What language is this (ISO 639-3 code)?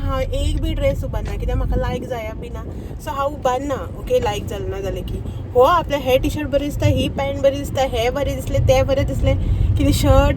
kok